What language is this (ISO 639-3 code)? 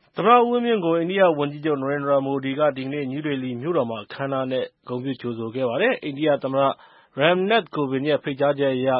mya